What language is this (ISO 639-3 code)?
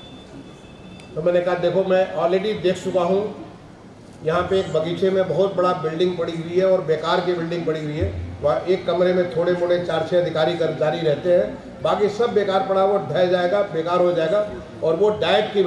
hin